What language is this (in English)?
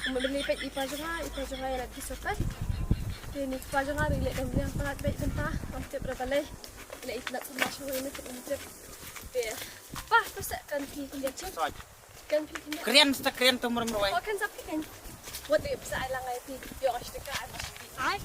Khasi